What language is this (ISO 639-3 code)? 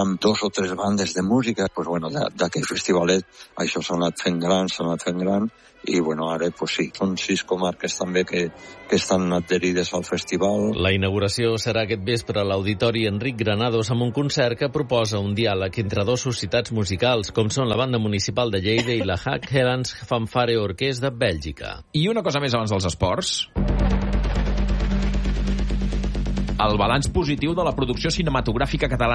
cat